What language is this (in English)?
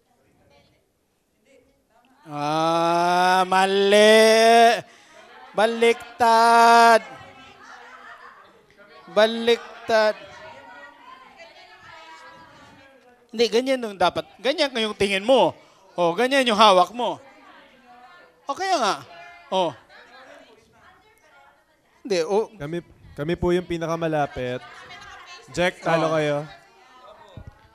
Filipino